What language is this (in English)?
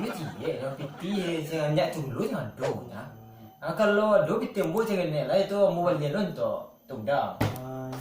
Minangkabau